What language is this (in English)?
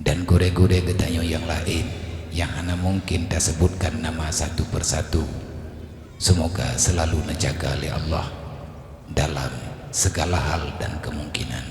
Achinese